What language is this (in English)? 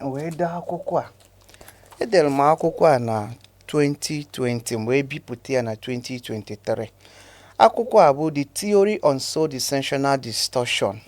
Igbo